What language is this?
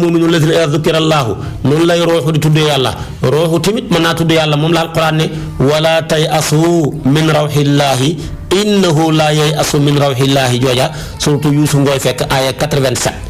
Wolof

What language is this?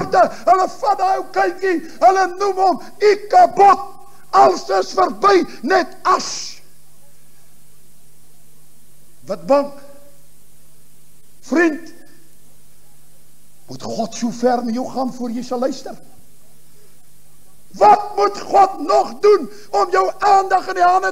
Afrikaans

